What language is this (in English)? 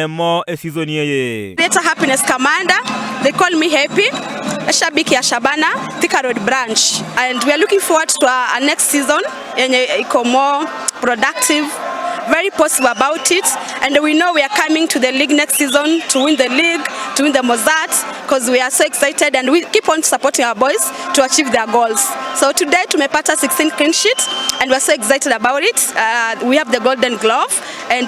Gusii